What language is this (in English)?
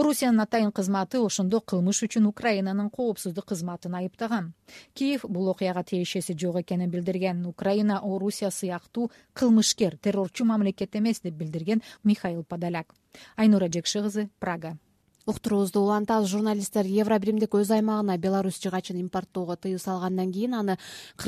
Kyrgyz